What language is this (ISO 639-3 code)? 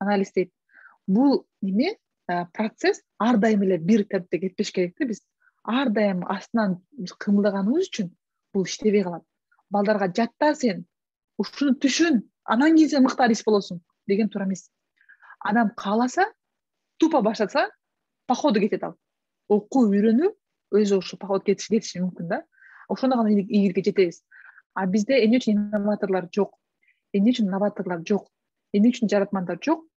kir